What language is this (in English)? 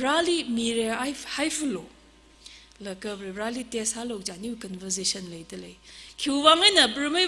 Tangkhul Naga (India)